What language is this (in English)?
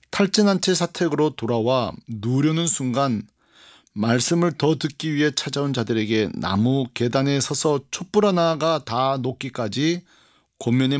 Korean